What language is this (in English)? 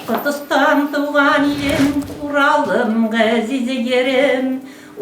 Bashkir